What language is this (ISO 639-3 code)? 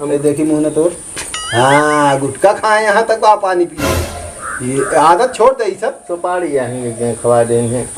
awa